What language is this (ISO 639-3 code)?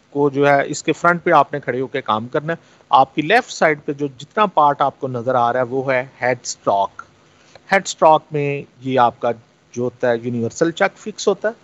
urd